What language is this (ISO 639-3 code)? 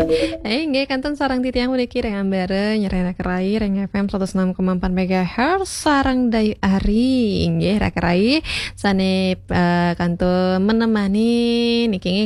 ban